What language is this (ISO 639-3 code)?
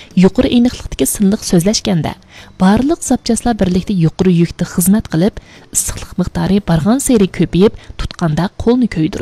uig